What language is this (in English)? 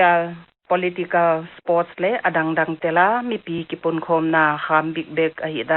Paite Chin